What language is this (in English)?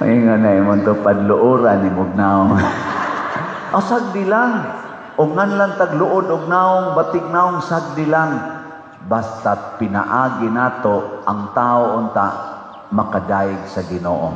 Cebuano